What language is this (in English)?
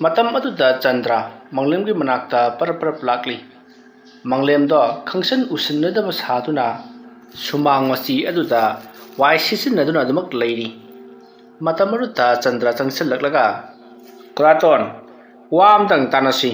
Manipuri